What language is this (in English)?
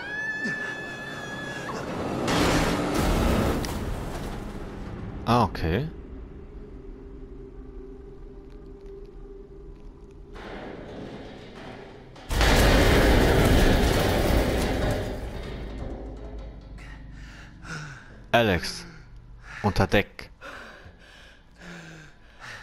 German